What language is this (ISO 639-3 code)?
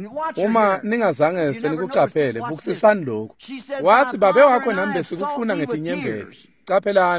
ssw